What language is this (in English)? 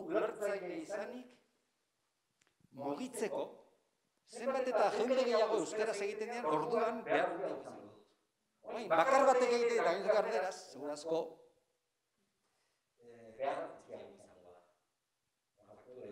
Basque